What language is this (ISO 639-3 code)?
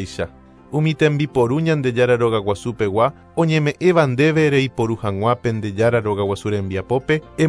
grn